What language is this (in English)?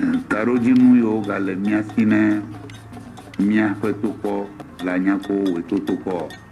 Ewe